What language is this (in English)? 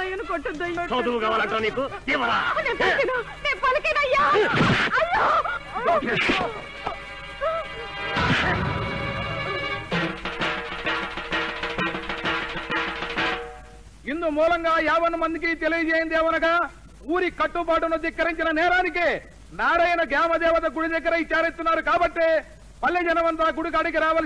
Telugu